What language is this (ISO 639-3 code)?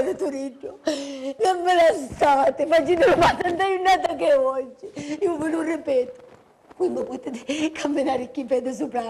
scn